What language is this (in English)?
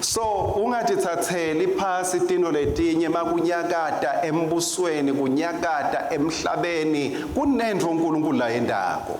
Swati